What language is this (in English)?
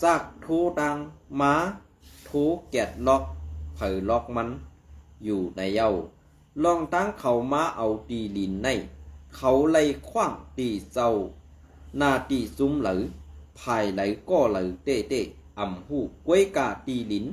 Shan